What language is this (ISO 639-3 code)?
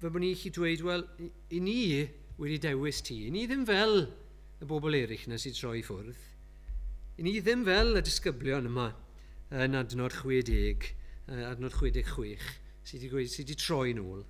cym